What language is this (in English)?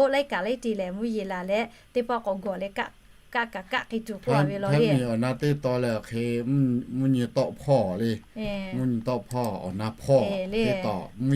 Lahu